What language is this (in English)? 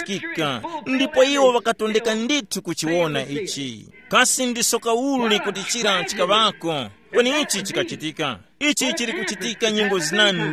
Tumbuka